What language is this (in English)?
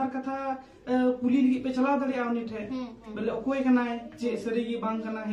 Santali